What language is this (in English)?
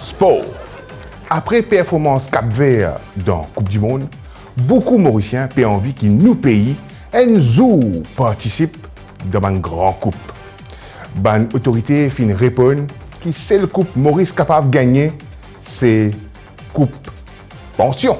Morisyen